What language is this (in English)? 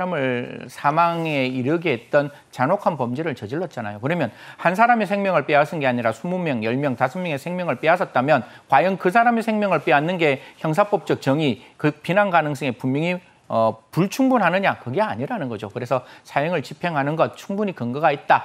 Korean